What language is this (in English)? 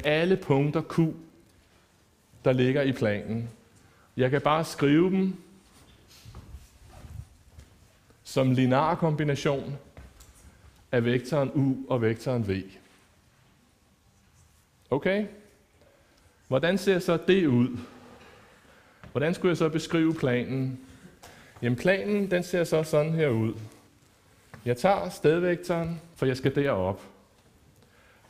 Danish